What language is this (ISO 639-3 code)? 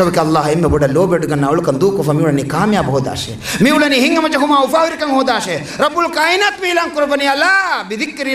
div